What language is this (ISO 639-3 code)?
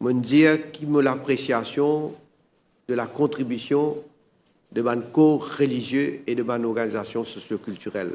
mfe